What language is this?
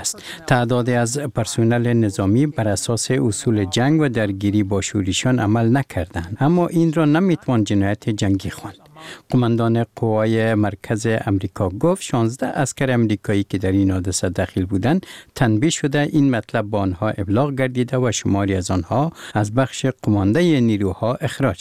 Persian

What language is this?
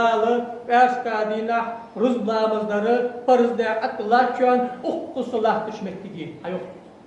Ingush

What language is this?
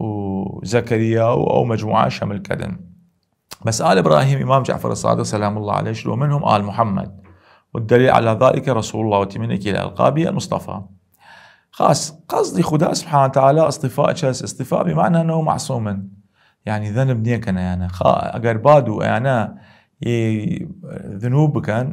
Southern Kurdish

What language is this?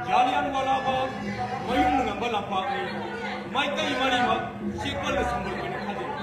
Manipuri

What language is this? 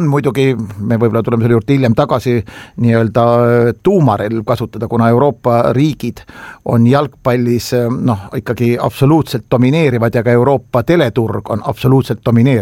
Estonian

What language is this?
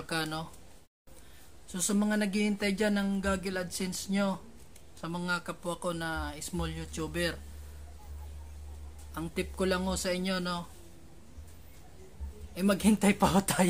Filipino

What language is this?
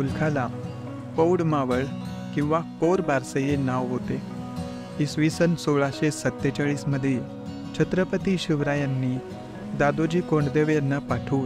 Marathi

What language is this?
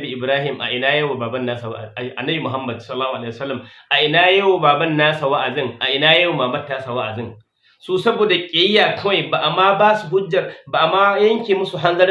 Hausa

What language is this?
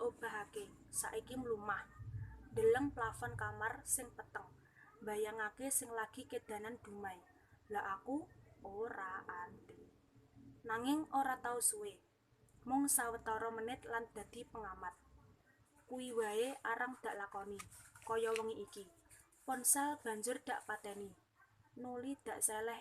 Javanese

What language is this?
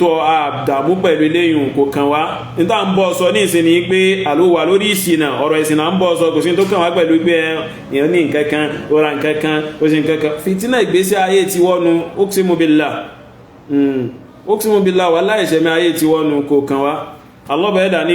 Yoruba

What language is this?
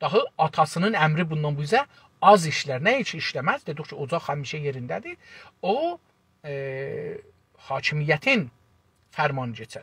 South Azerbaijani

